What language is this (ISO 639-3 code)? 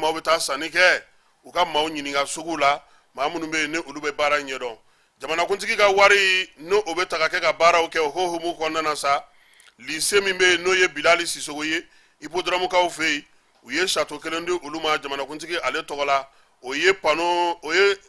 bam